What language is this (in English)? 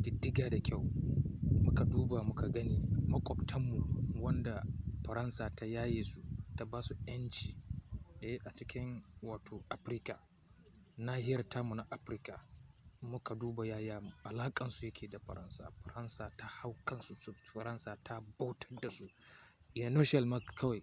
Hausa